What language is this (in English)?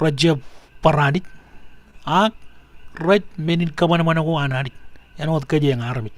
Marshallese